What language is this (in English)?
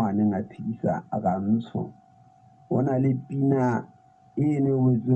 Southern Sotho